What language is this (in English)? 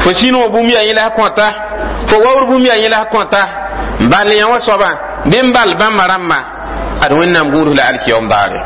Mossi